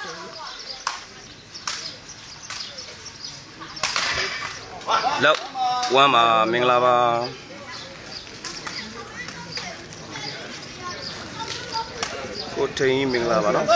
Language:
Burmese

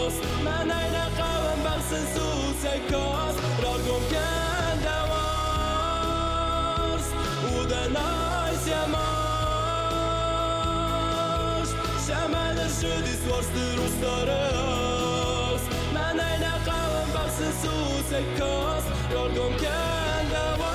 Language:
Ossetic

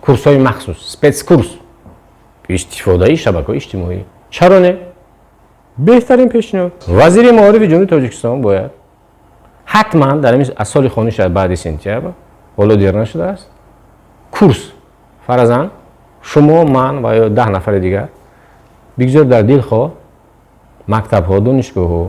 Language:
Tajik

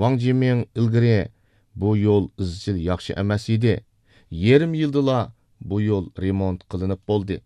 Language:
Uyghur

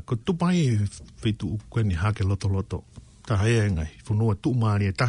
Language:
Tongan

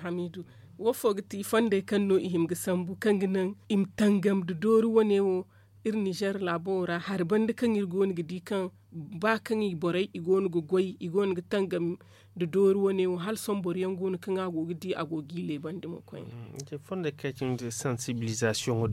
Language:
Zarma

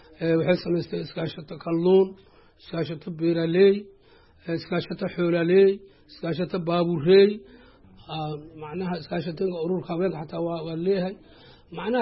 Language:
Somali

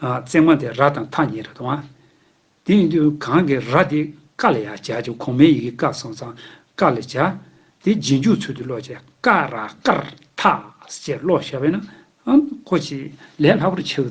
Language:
Tibetan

